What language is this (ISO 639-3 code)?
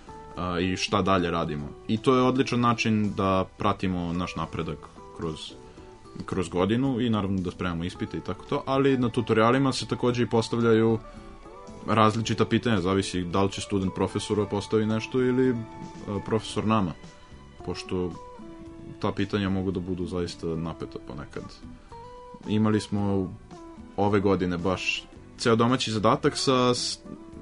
srp